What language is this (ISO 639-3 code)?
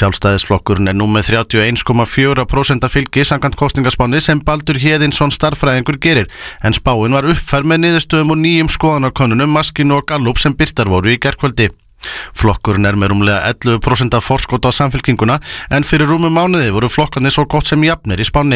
isl